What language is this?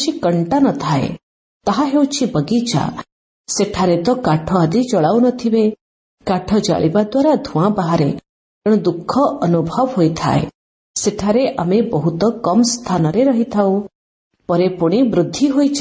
Odia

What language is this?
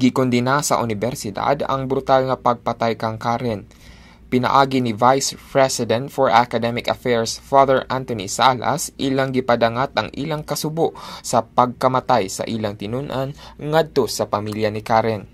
Cebuano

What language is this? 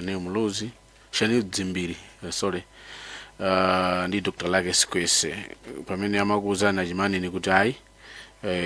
Nyanja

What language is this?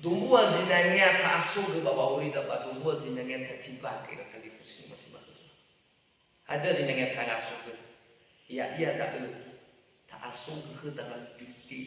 Nias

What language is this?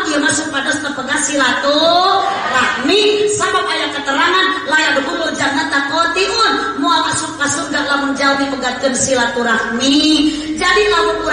Sundanese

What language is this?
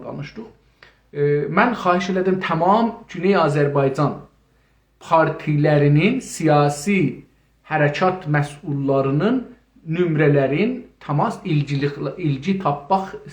South Azerbaijani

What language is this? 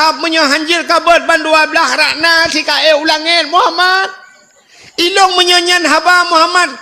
Achinese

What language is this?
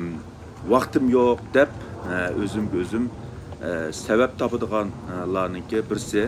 Uyghur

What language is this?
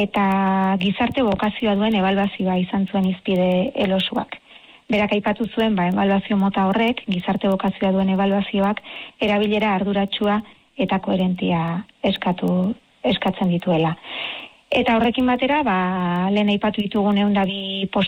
Basque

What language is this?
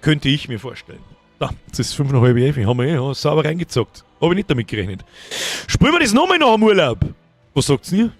Bavarian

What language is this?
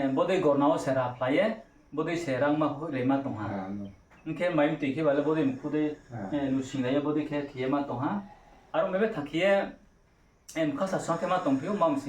Riang (India)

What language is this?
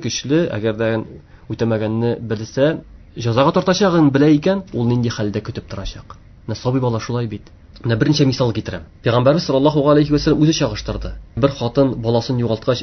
Tatar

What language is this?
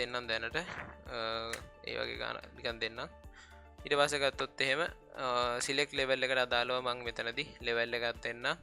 Sinhala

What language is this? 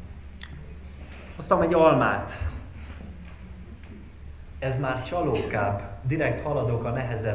Hungarian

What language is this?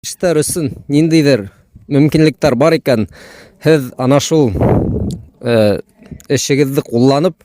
Bashkir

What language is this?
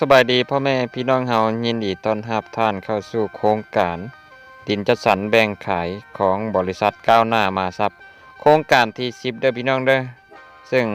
Lao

